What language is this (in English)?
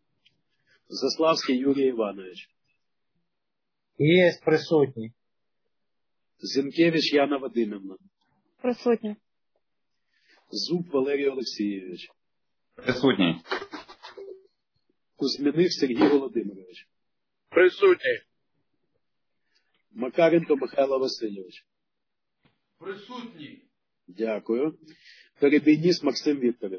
Ukrainian